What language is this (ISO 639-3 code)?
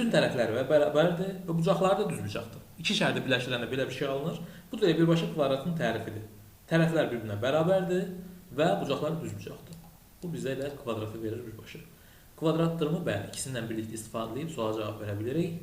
aze